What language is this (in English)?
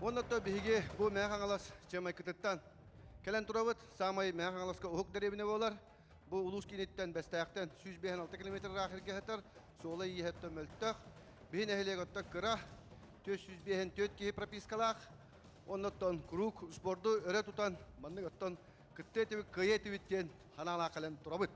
Yakut